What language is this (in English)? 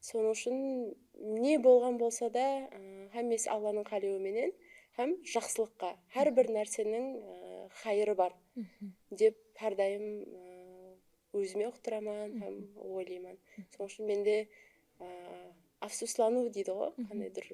Kara-Kalpak